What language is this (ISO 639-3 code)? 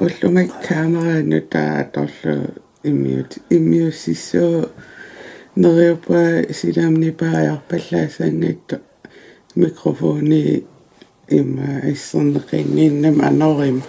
kal